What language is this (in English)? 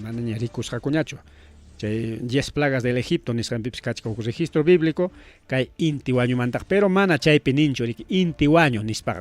Ayacucho Quechua